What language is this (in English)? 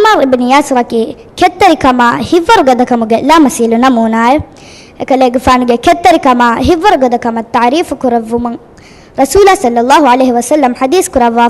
Divehi